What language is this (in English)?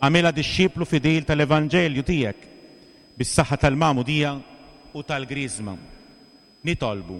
Maltese